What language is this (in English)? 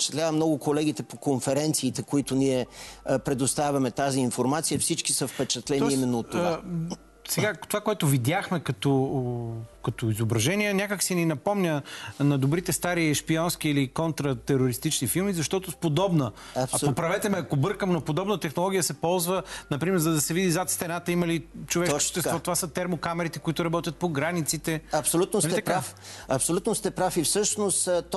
Bulgarian